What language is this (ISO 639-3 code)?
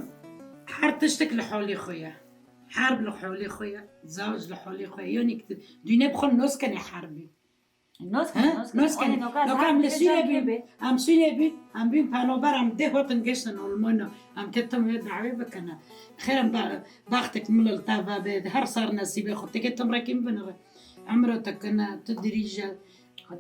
kur